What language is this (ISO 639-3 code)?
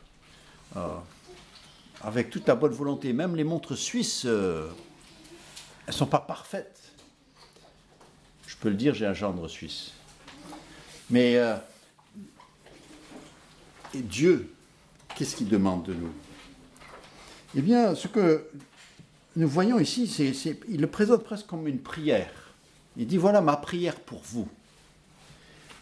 fra